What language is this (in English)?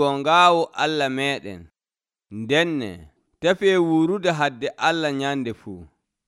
Nigerian Fulfulde